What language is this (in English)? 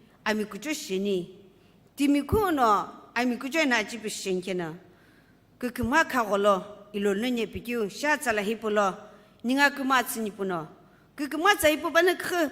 Sumi Naga